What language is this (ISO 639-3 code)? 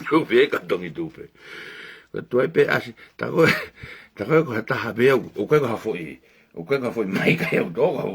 ton